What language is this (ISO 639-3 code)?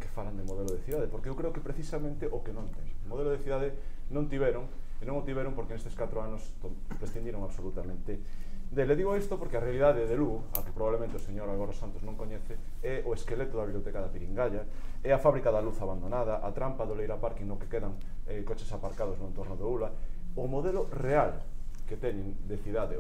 glg